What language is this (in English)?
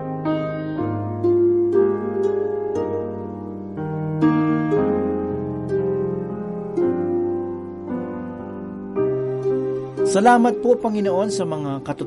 Filipino